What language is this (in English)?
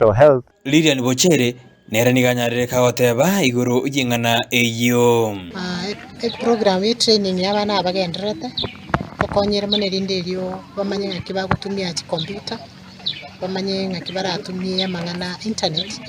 Gusii